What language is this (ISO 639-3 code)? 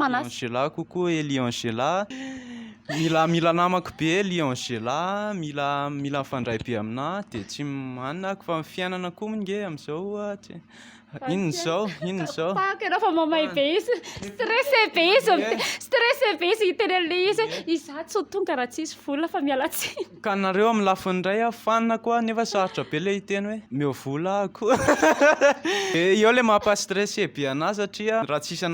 mlg